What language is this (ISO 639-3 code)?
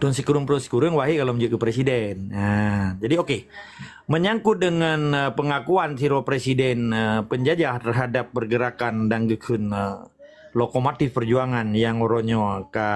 ace